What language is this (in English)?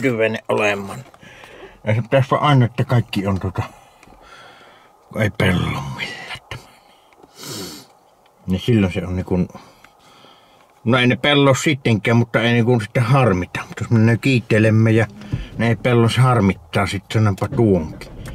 Finnish